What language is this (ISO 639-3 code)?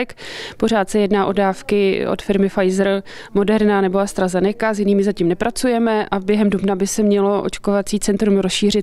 ces